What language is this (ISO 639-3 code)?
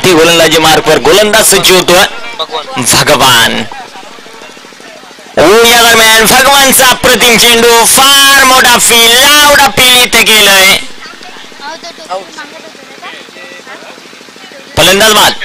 mar